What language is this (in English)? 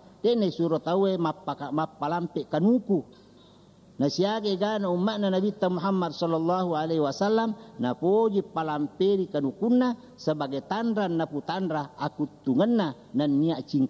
Buginese